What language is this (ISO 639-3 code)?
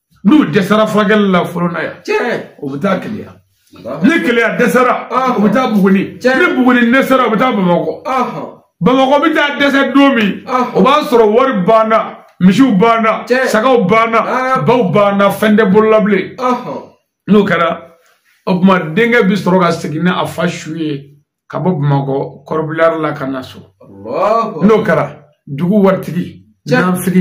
bam